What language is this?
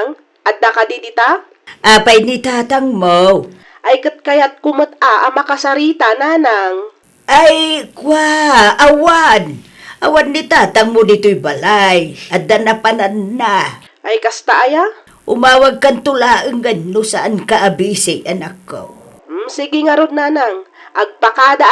Iloko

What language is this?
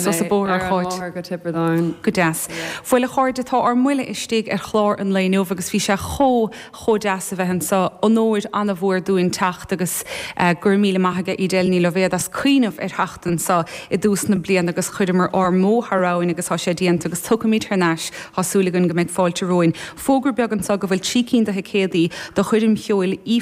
Irish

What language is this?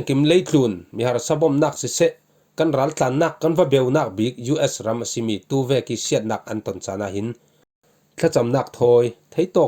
Falam Chin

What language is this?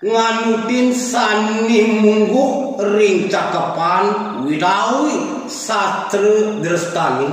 Balinese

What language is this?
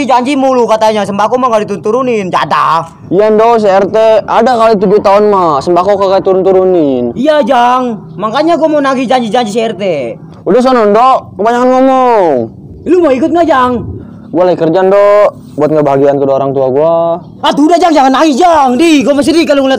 Betawi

